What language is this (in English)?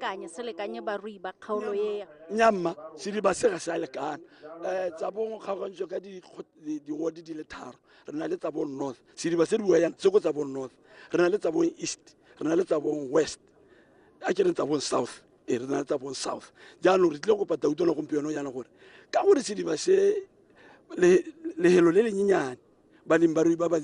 Tswana